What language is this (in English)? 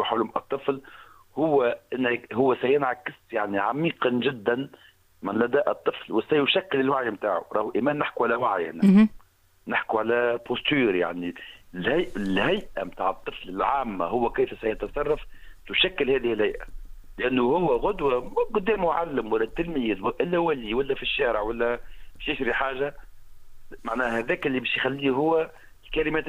Tunisian Arabic